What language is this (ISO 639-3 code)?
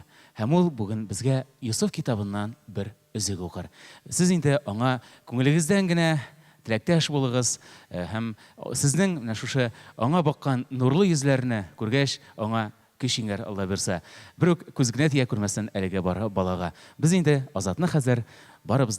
tat